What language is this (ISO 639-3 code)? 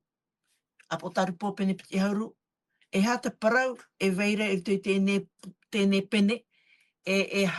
tah